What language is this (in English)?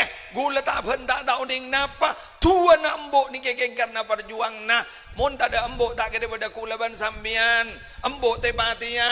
Madurese